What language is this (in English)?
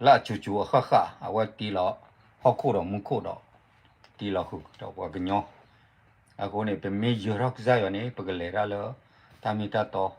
S'gaw Karen